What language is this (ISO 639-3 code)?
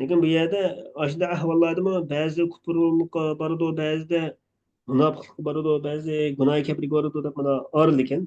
uig